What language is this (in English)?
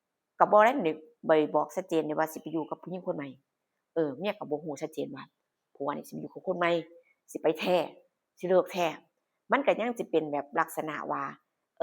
Northeastern Thai